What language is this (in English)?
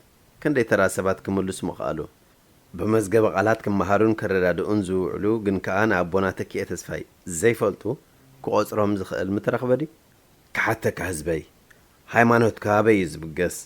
Tigrinya